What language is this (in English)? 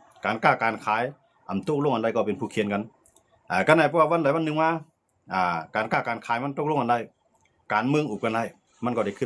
Shan